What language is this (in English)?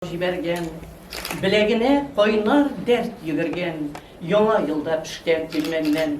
Tatar